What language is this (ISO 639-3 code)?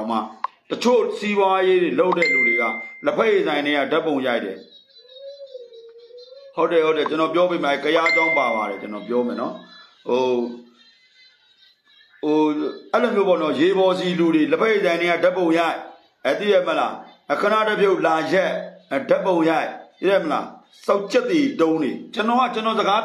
mya